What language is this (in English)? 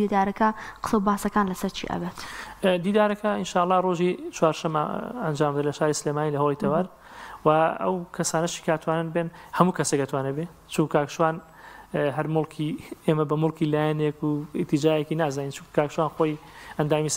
Central Kurdish